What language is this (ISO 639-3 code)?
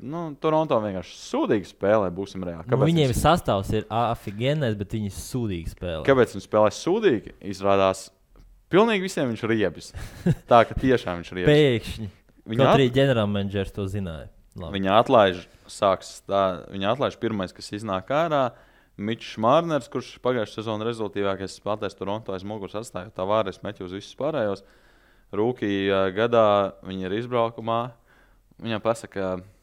lav